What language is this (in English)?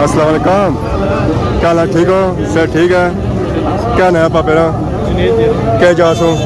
Pahari-Potwari